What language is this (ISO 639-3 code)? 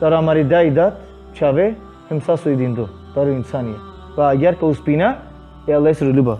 rmn